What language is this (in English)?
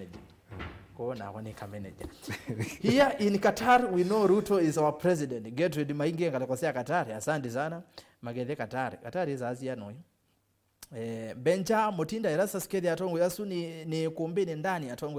Kamba